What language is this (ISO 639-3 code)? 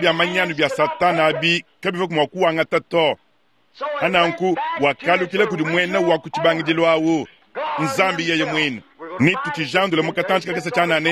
lua